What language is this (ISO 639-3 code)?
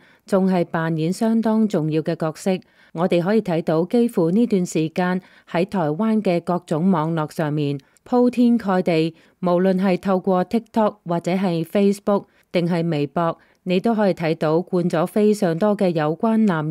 yue